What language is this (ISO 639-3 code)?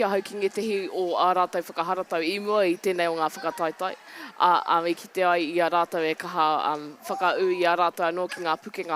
mri